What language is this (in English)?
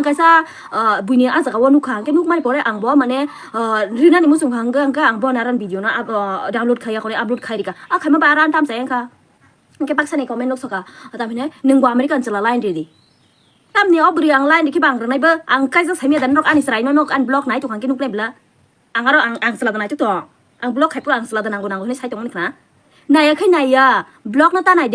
Kok Borok